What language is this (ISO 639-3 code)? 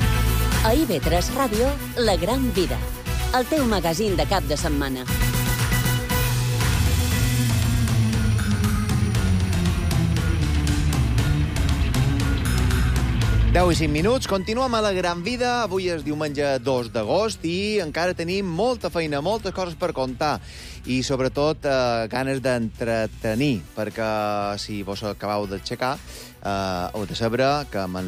cat